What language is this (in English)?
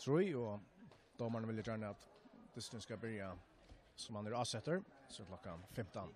Faroese